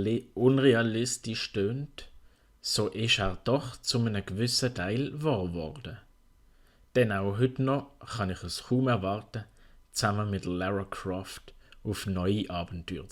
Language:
Swiss German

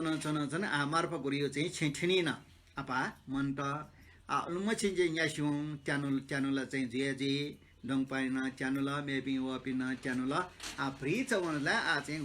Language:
Newari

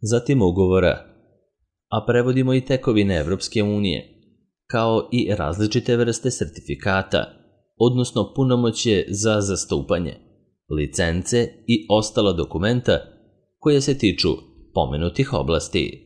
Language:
Serbian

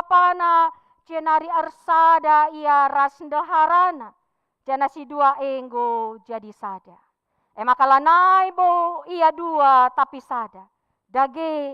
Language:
Batak Karo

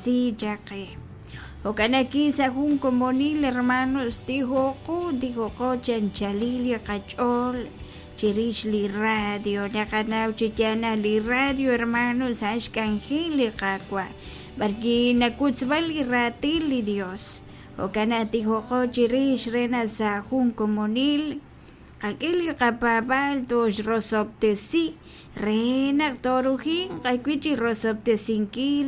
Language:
Kekchí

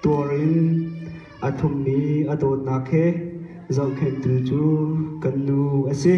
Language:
Hakha Chin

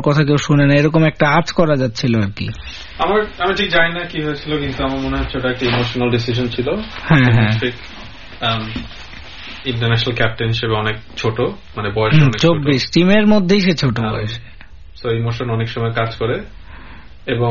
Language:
Bangla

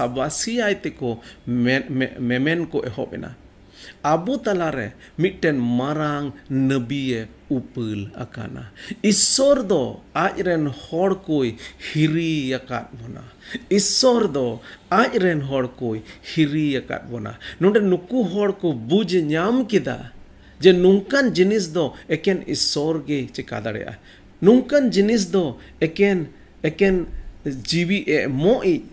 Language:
Santali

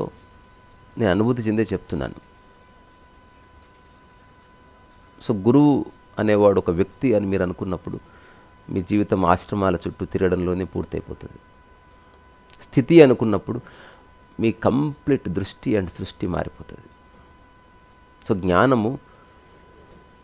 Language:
Telugu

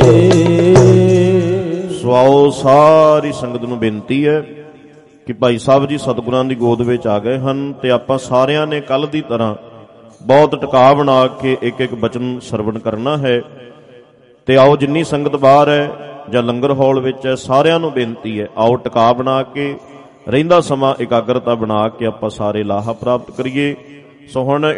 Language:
Punjabi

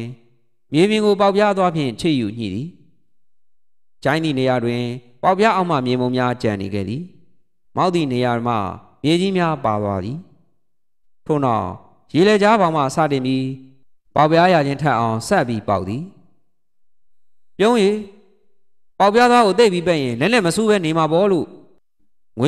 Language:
Burmese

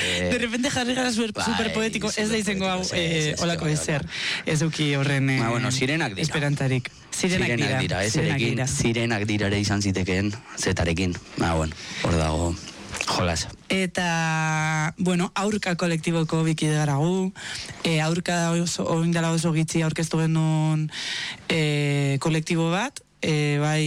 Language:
Basque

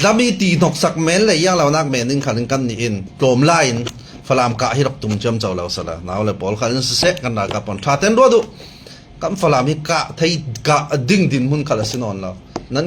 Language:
Falam Chin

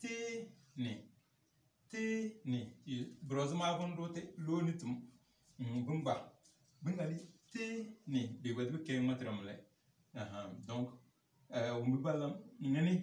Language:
Tem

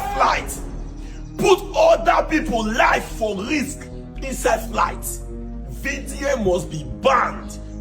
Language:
Nigerian Pidgin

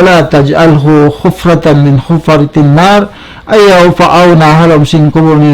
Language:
Tausug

